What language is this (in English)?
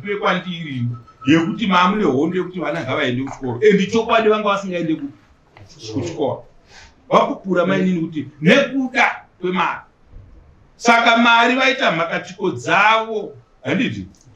Shona